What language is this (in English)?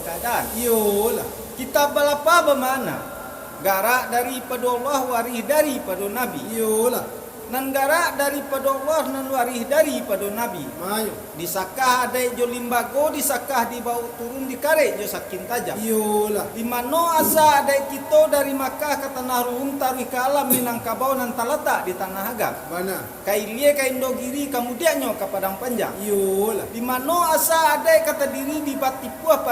Minangkabau